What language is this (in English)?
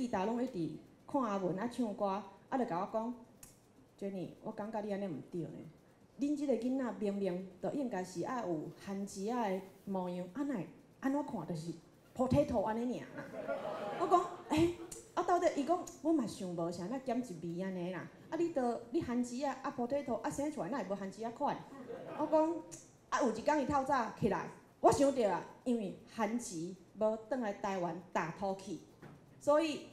Min Nan Chinese